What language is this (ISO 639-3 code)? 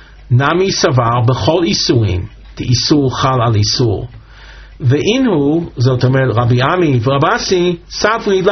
heb